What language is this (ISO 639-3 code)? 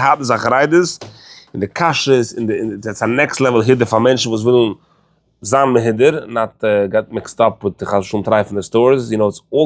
yid